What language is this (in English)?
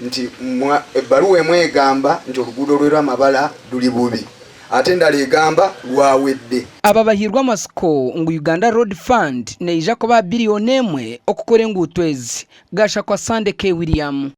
Nyankole